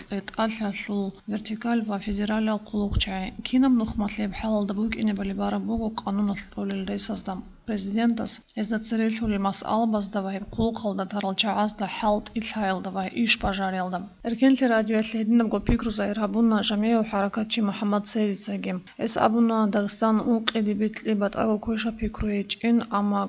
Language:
Avaric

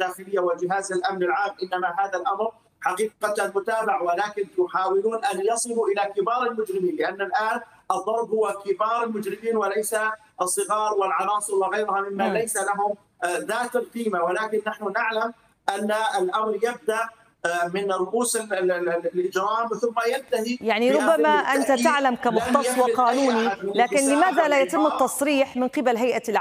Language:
Arabic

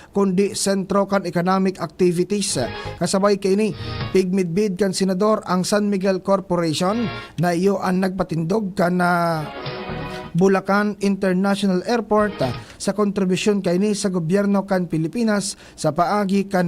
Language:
Bikol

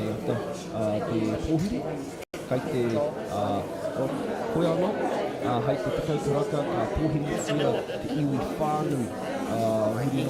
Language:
Māori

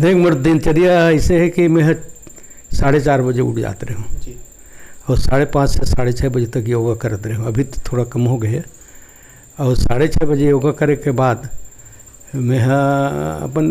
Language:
Chhattisgarhi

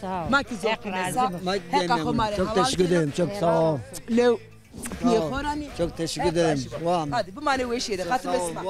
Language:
Zaza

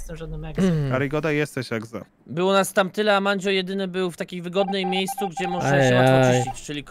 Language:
Polish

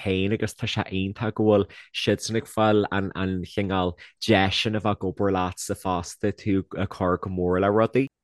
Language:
Irish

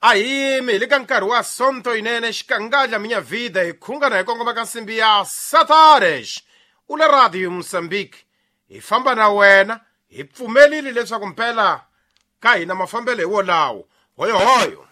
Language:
Tsonga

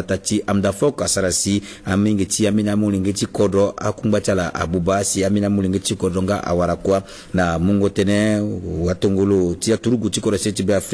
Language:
Sango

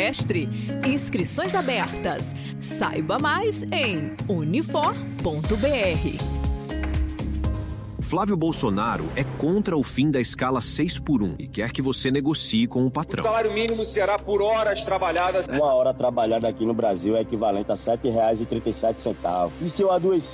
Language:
Portuguese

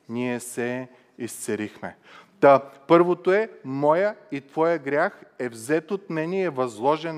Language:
Bulgarian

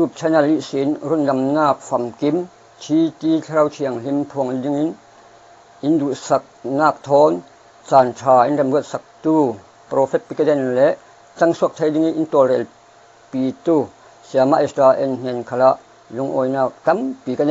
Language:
Falam Chin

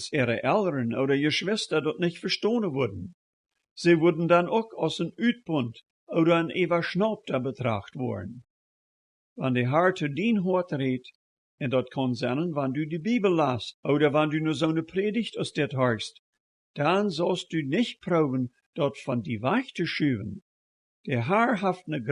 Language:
Plautdietsch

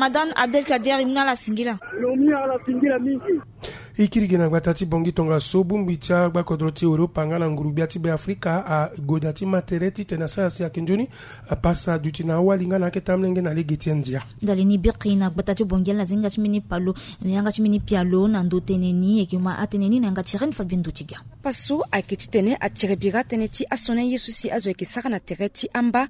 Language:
Sango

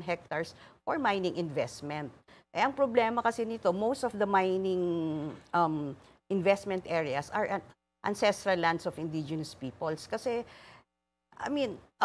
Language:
Filipino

